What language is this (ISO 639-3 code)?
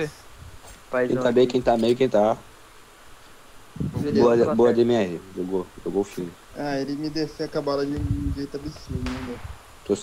por